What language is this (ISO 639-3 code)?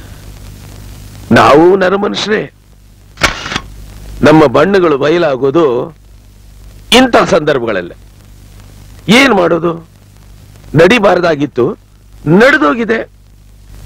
kan